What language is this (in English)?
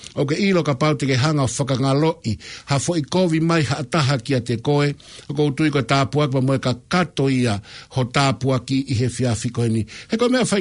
Tongan